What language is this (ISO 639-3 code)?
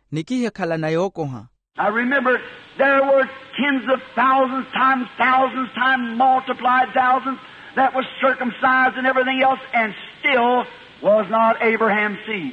vmw